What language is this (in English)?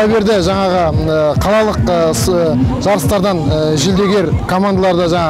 Kazakh